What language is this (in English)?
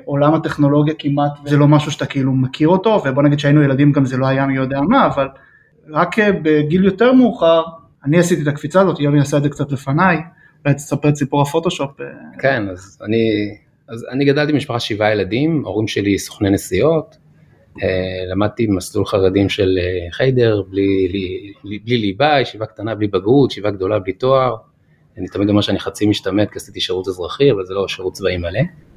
Hebrew